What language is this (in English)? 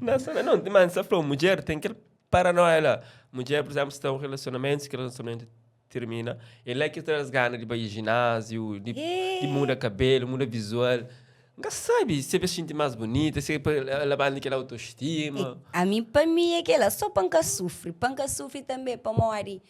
Kabuverdianu